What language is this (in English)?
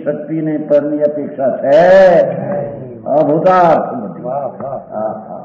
Gujarati